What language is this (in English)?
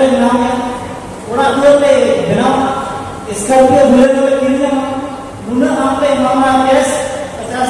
Santali